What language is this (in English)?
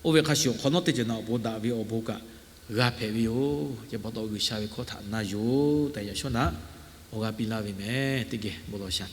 Lahu